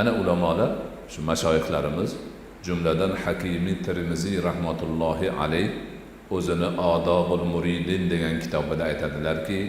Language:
Uzbek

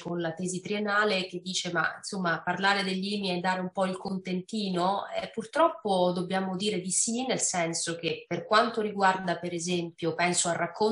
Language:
Italian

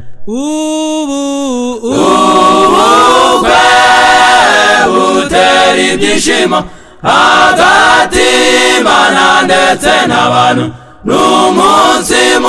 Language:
Kinyarwanda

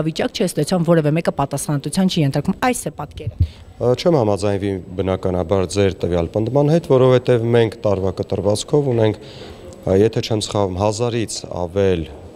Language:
Armenian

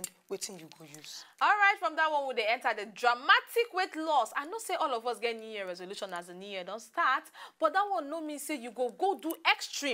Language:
Nigerian Pidgin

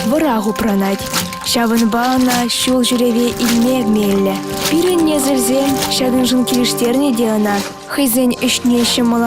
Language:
Chuvash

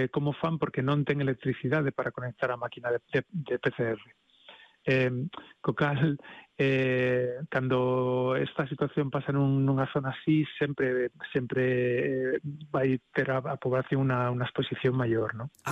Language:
Galician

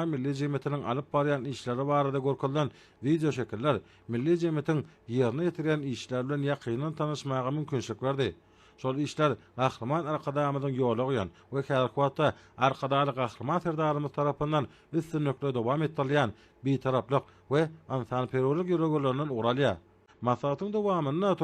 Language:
Turkmen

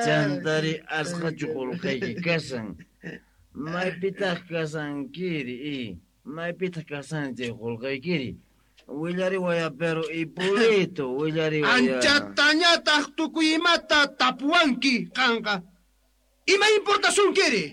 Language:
South Bolivian Quechua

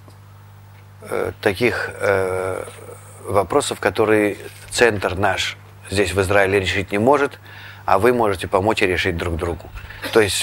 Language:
Russian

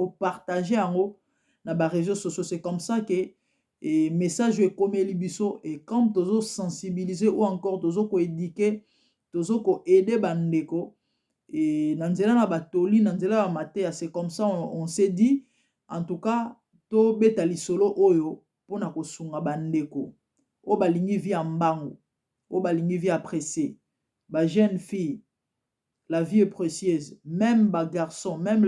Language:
Lingala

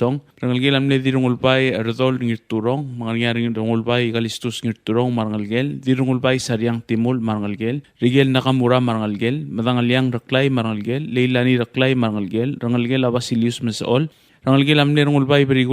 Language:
Palauan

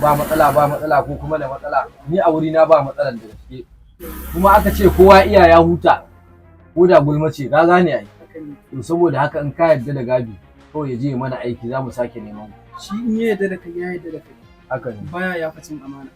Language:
Hausa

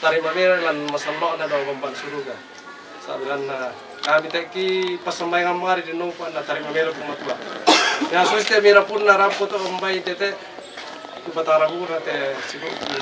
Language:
Toraja-Sa'dan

